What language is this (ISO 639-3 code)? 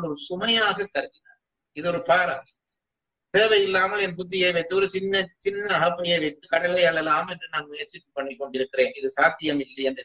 tam